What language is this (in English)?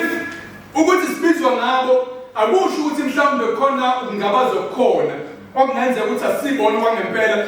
Zulu